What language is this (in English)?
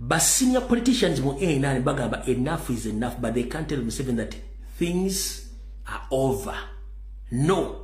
Ganda